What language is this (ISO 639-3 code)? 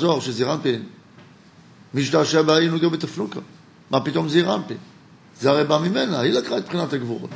heb